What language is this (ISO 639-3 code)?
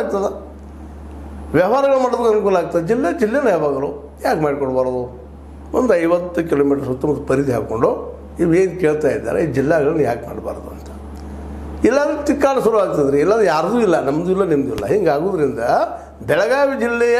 kan